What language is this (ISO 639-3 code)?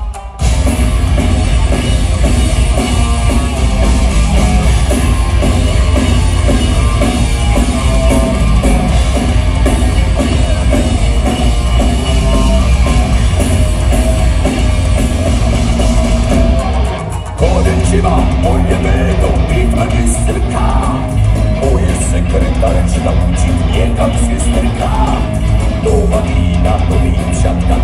ces